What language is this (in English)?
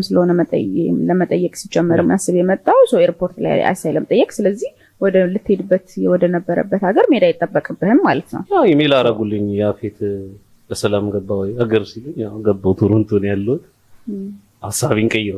Amharic